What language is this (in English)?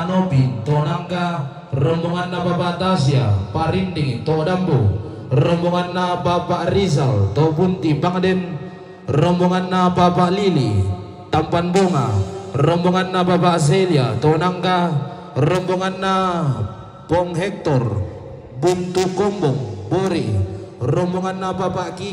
Toraja-Sa'dan